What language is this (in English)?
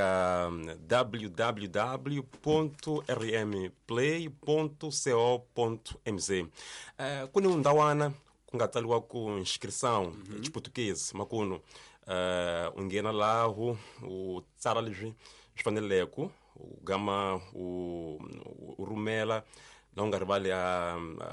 Tsonga